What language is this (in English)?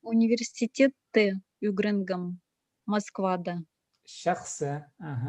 Khakas